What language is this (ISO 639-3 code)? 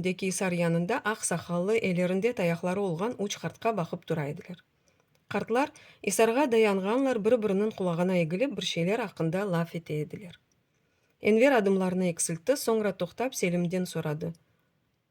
crh